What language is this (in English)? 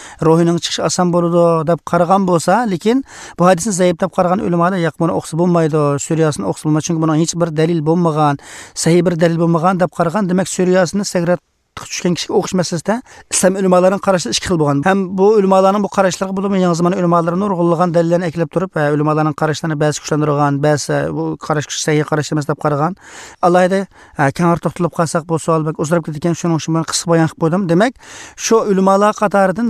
Uyghur